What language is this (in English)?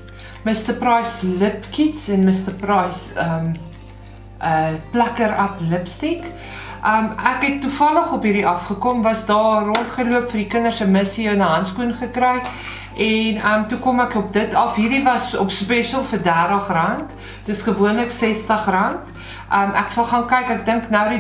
Afrikaans